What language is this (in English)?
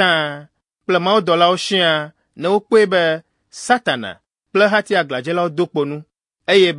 Ewe